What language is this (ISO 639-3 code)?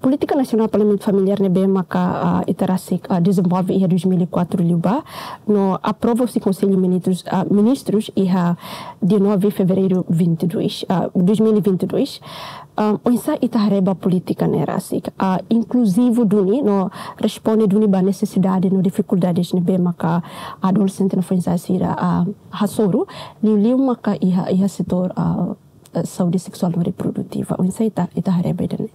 tet